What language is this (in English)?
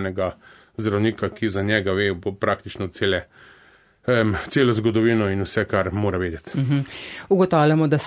Slovenian